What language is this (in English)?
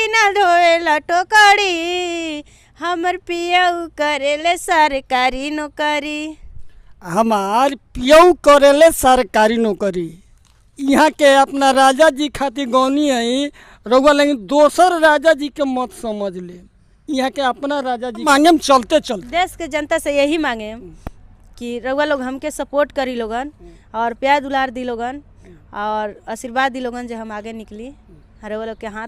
Bhojpuri